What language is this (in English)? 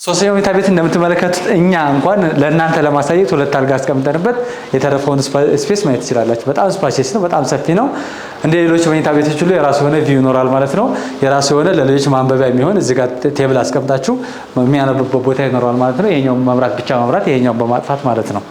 Amharic